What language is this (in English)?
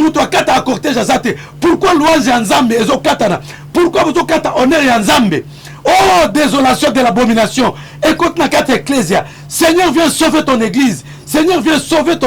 Lingala